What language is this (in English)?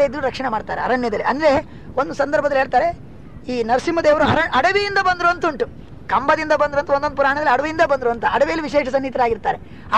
Kannada